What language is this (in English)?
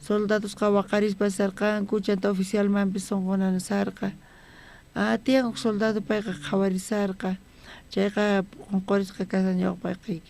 South Bolivian Quechua